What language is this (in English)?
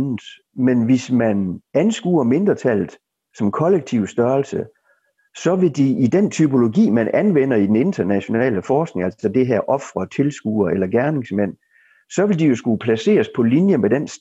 Danish